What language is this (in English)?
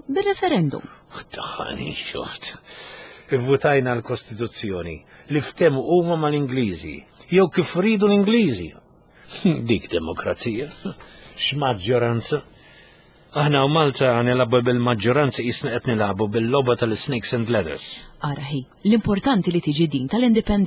Maltese